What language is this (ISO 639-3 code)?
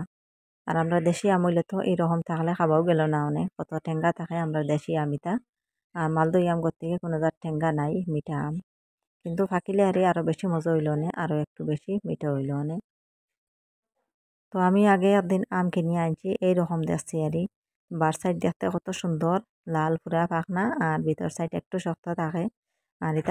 ben